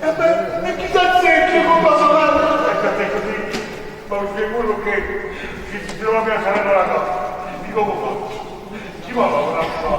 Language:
Neapolitan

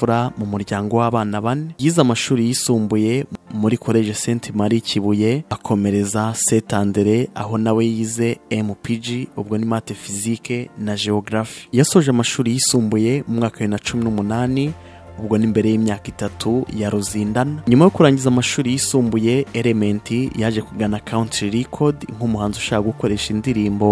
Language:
Kinyarwanda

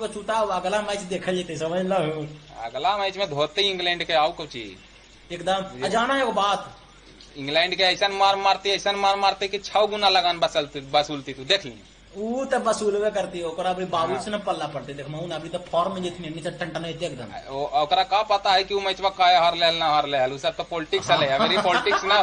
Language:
Magahi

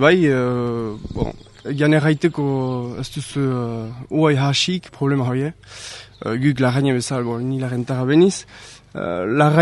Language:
Basque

